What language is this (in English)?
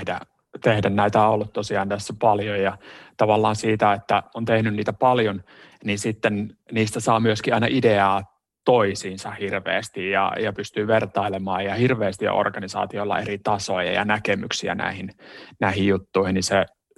Finnish